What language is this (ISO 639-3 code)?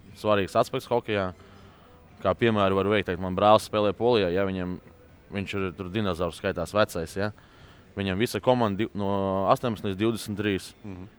lav